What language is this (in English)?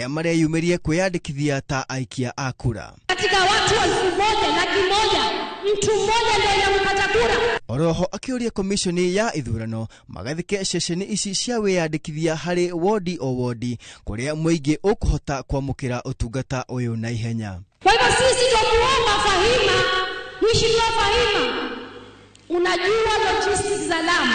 Kikuyu